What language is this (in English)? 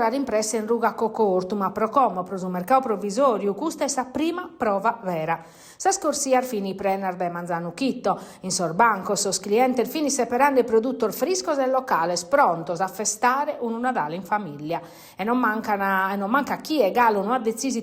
Sardinian